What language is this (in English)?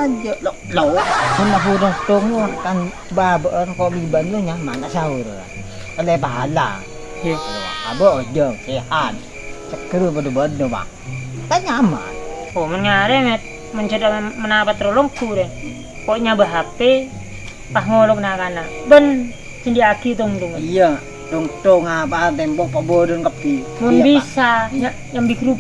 Madurese